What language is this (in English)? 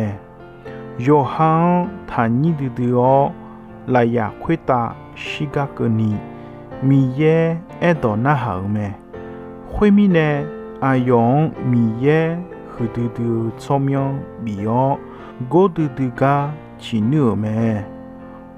Akha